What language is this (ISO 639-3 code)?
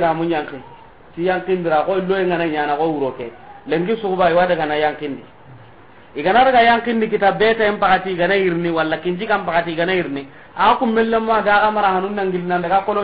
snk